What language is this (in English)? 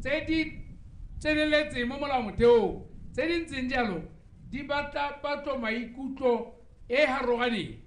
Tswana